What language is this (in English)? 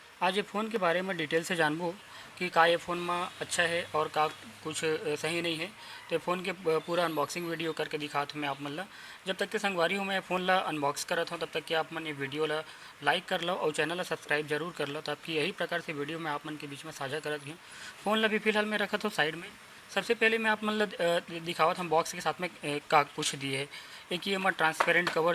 Chhattisgarhi